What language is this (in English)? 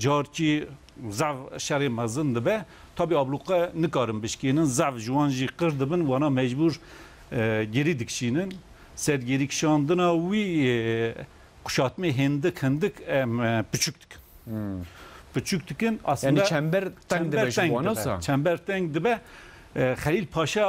Kurdish